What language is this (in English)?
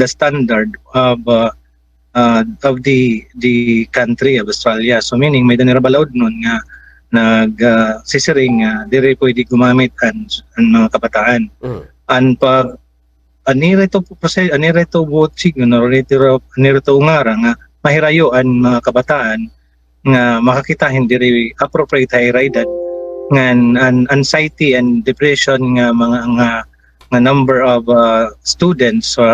Waray